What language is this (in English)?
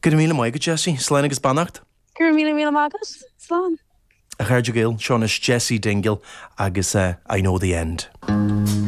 Irish